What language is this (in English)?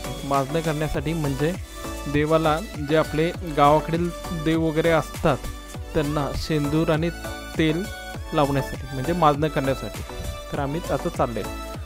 Marathi